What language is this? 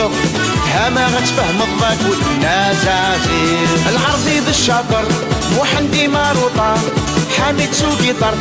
Kabyle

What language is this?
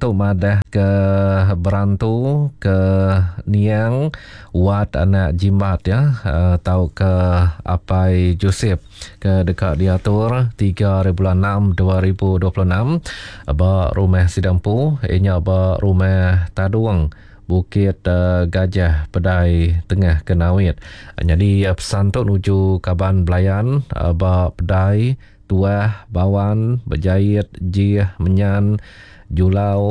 Iban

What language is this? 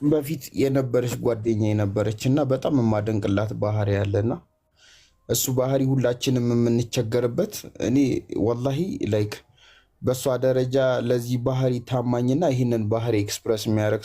Amharic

